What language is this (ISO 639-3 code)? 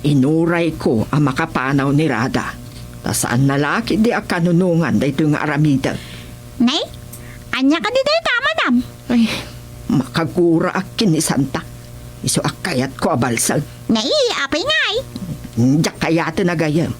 ilo